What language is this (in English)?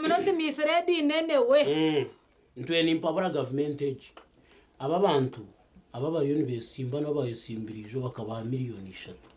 Nyankole